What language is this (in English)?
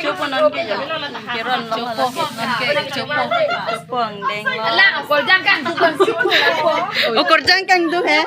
Karbi